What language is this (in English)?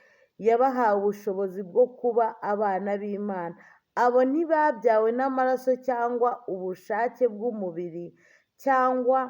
Kinyarwanda